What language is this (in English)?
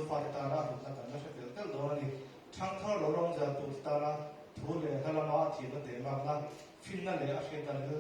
Mizo